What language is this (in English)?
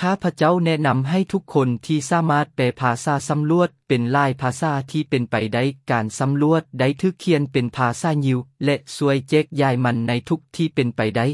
Lao